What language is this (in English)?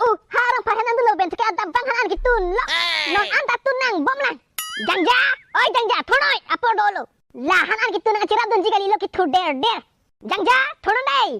Karbi